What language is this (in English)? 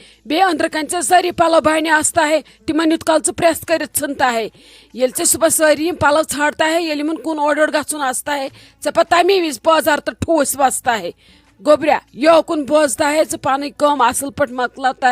Kashmiri